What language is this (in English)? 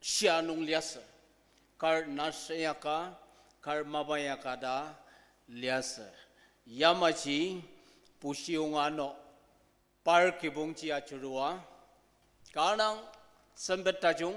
Ao Naga